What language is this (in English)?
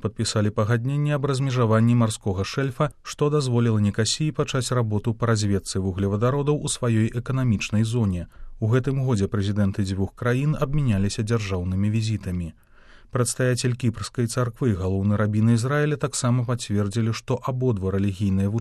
Belarusian